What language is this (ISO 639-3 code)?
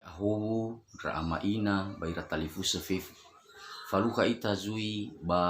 nia